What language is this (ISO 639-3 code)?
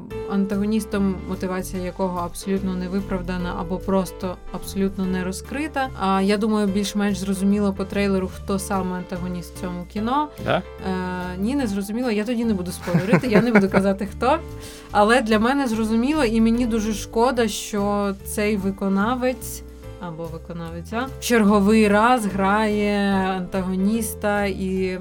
ukr